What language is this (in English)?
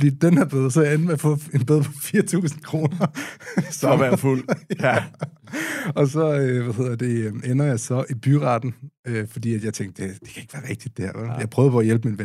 Danish